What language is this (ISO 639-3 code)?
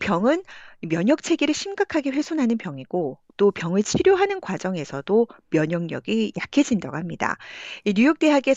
kor